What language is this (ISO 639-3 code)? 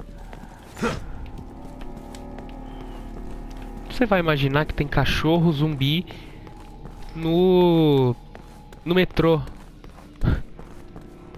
por